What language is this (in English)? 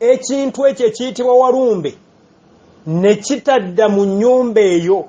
Ganda